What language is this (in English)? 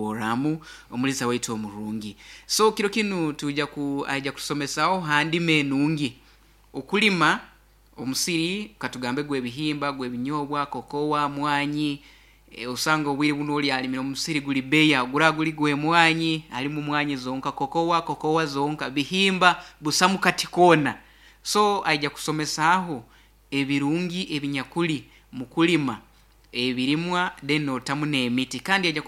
Nyoro